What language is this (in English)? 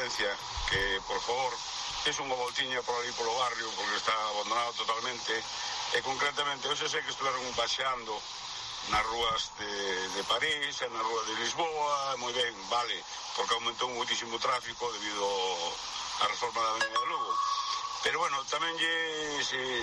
Galician